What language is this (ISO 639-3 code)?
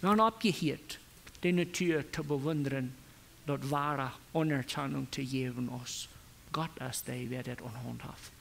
pdt